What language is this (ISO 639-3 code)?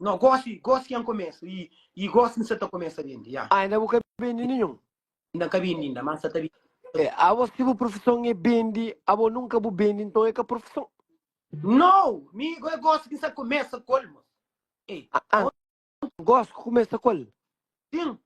kea